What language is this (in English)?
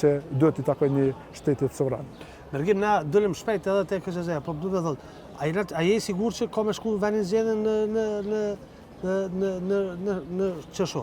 Albanian